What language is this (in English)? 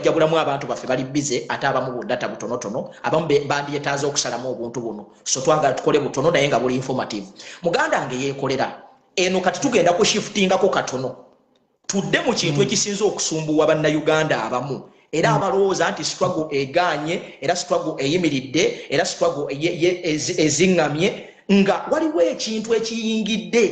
Ganda